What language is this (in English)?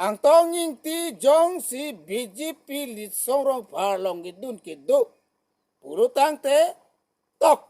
Karbi